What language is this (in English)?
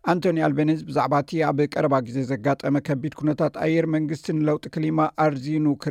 Tigrinya